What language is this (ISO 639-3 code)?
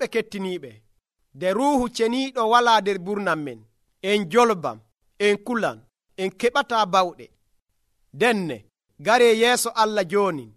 fuv